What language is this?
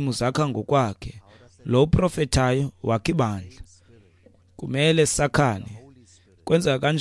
Xhosa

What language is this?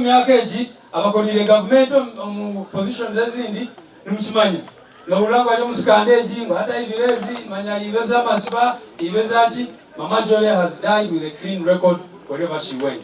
Nyankole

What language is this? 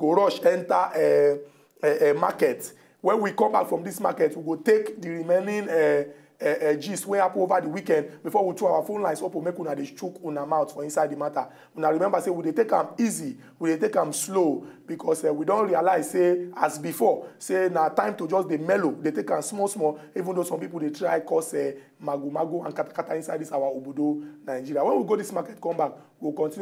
Nigerian Pidgin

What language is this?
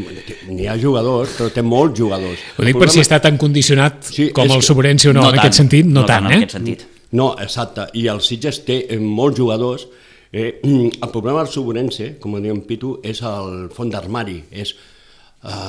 Catalan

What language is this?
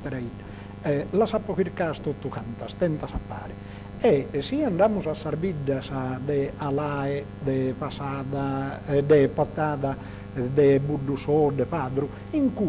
Sardinian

